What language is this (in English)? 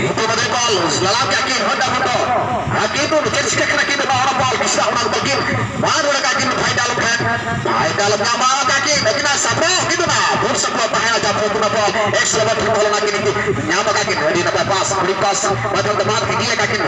Santali